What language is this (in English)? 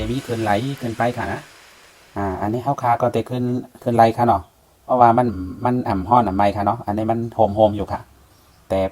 Shan